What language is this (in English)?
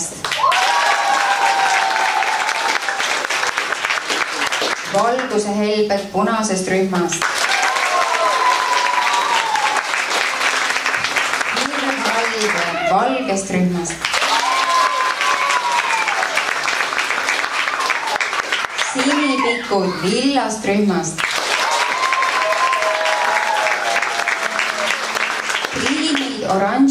Estonian